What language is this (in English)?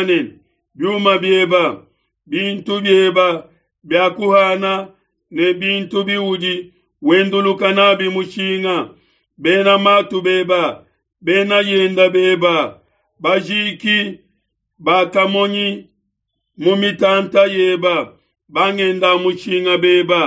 Luba-Lulua